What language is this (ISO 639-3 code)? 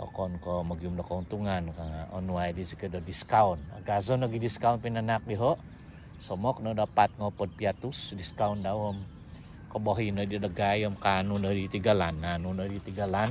dtp